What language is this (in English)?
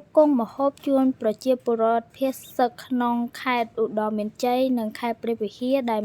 Khmer